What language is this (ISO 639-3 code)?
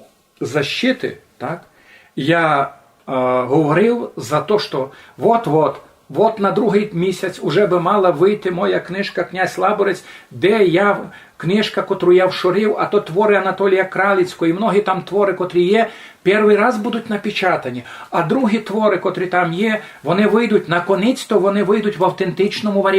rue